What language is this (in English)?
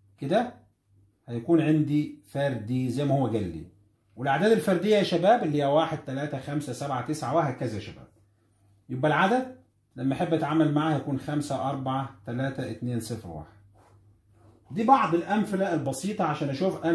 Egyptian Arabic